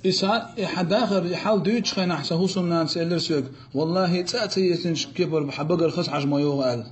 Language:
Chechen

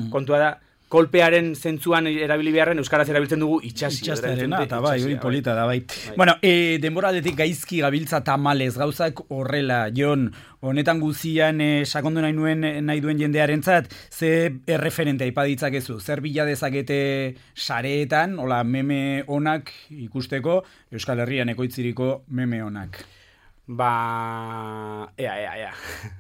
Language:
Basque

